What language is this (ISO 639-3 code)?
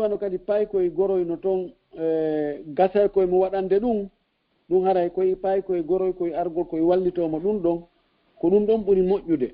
ful